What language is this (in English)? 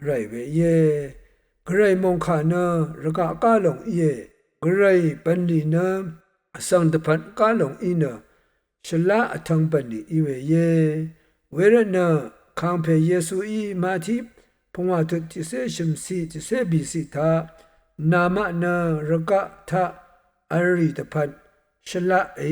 Rawang